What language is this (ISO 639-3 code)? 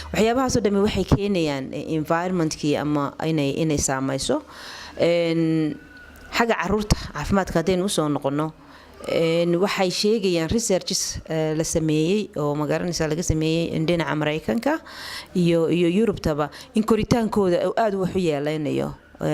som